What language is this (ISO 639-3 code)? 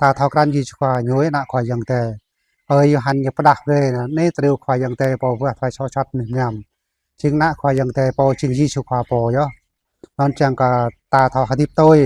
jra